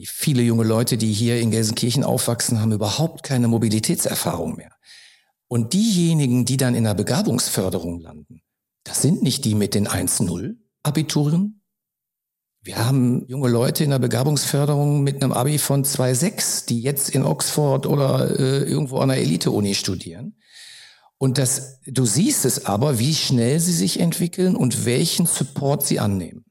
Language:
German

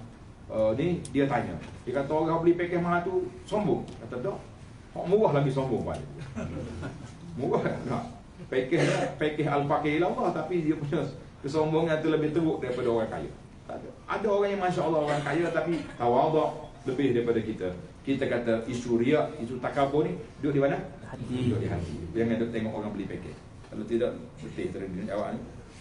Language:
Malay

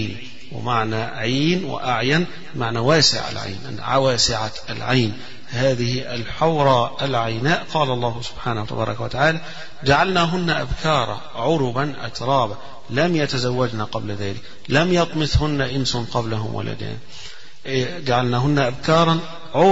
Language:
Arabic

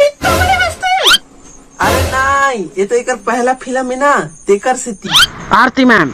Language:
Chhattisgarhi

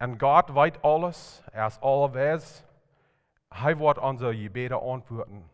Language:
Plautdietsch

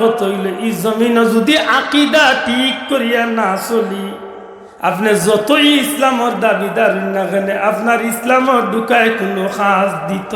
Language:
Sylheti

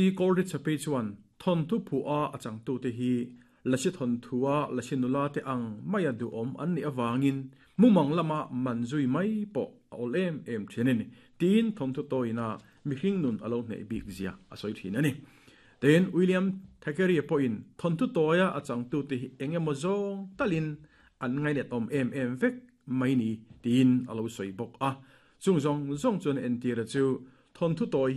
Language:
Mizo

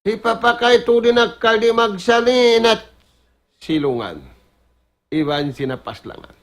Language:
Tausug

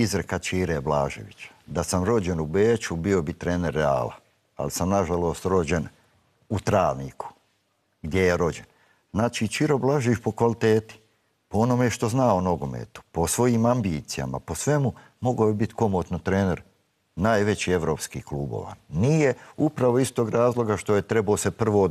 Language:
Bosnian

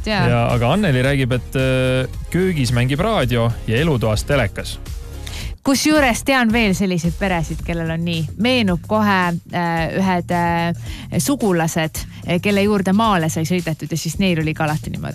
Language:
Estonian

